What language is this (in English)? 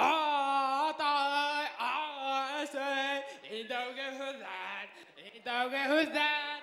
Bashkir